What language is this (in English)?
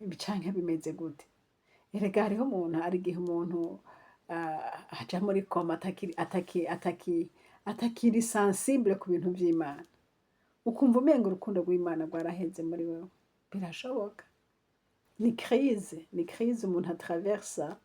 Rundi